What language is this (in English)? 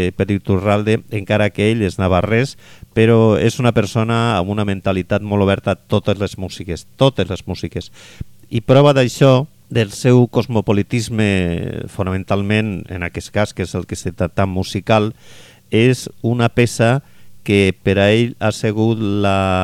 Catalan